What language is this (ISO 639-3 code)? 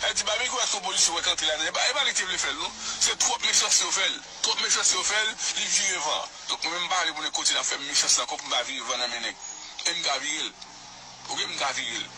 hat